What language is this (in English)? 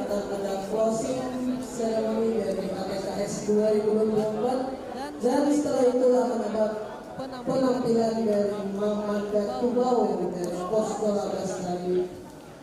Banjar